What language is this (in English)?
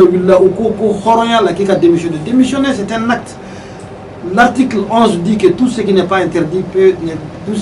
Bambara